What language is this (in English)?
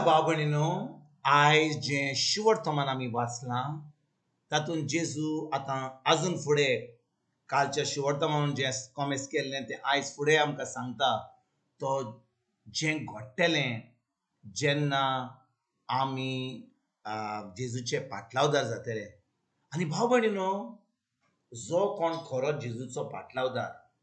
Konkani